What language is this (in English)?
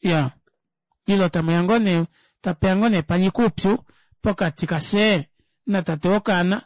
Kuanyama